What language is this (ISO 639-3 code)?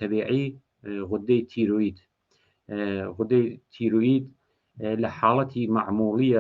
ckb